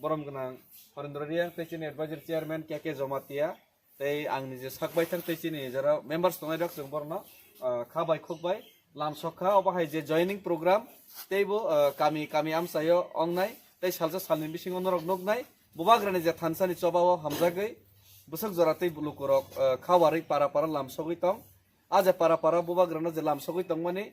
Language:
Kok Borok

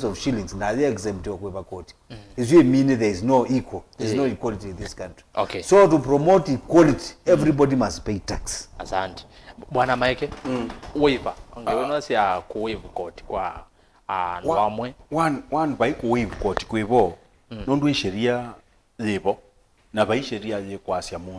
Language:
Kamba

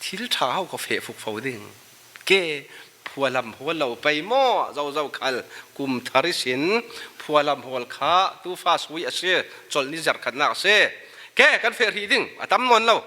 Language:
Falam Chin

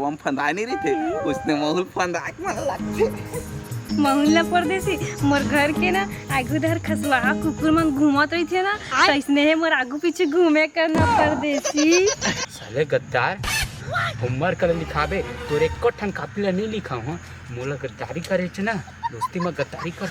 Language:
Chhattisgarhi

